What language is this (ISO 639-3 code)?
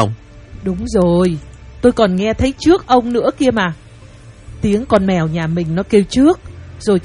vie